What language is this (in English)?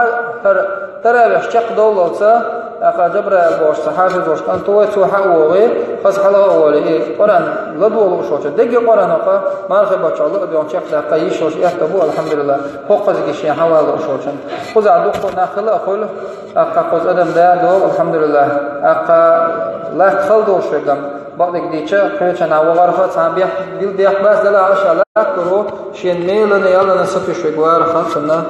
Chechen